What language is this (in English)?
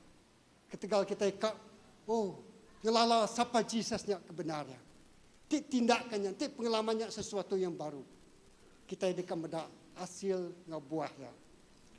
Iban